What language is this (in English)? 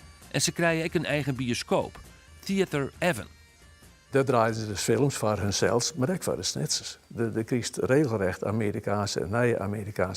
Western Frisian